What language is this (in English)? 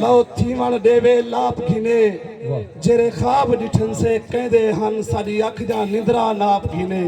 Saraiki